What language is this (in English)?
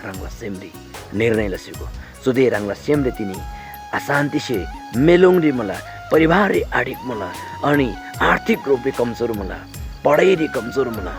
Eastern Tamang